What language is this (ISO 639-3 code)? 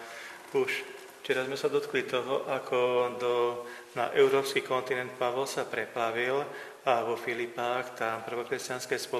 slk